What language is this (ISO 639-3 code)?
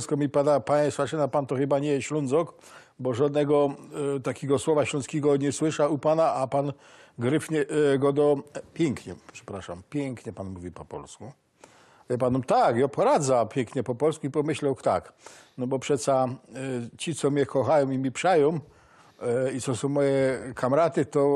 szl